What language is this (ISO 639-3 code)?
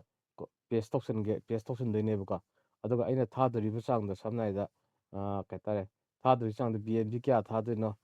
mni